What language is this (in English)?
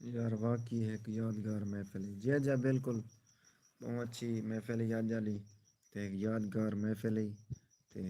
Saraiki